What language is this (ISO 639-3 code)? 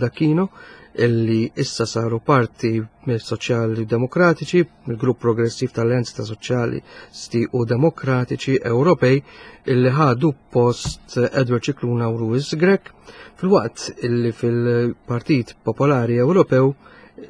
mlt